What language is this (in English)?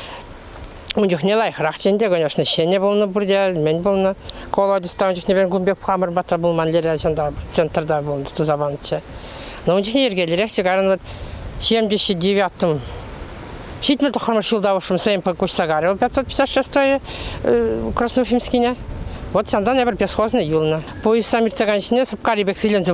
Chuvash